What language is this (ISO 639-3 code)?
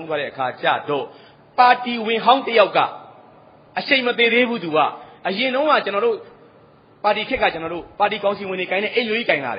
mya